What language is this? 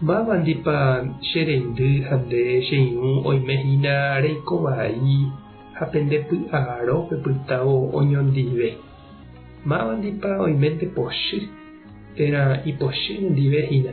Guarani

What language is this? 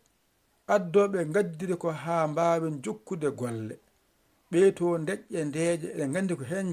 Fula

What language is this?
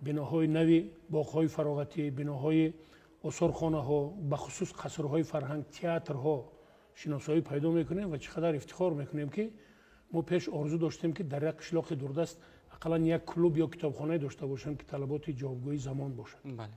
Tajik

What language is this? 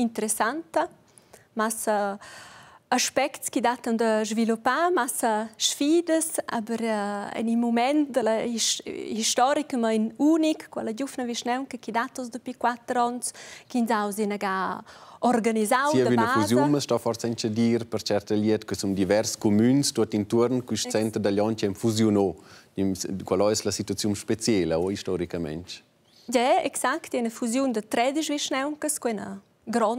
Romansh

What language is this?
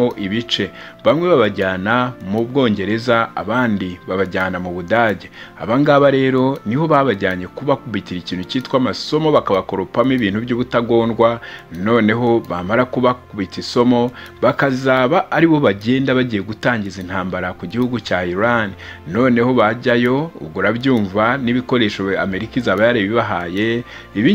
Kinyarwanda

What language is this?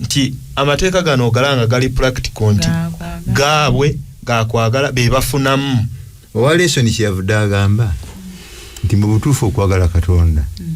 Ganda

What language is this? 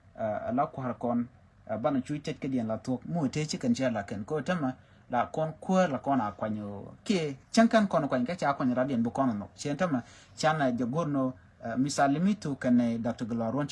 Nuer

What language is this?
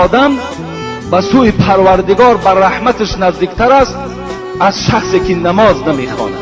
Tajik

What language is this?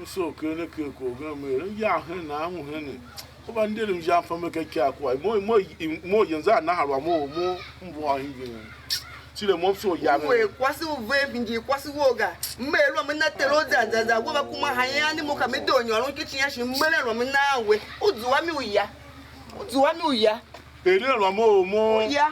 Tiv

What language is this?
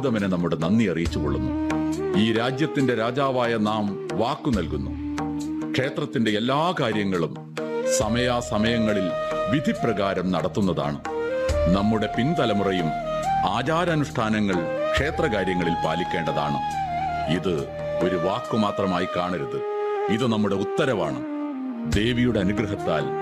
Malayalam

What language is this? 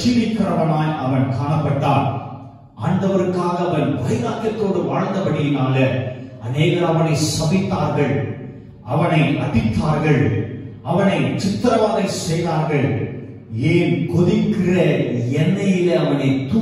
Tamil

